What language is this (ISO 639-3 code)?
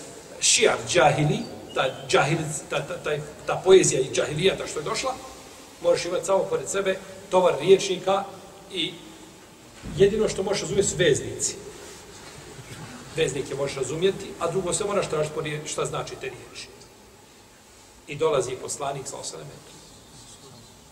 bos